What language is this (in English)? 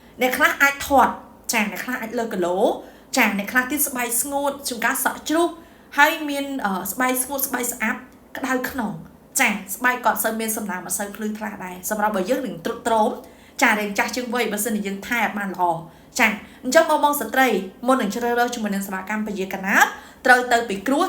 Khmer